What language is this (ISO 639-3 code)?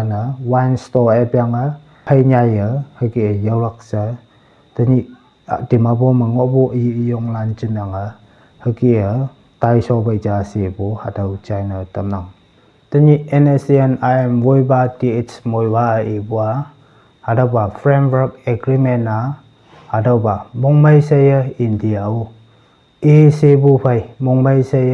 nbe